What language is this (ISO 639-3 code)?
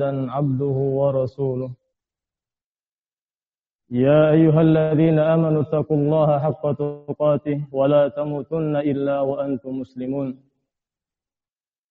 ind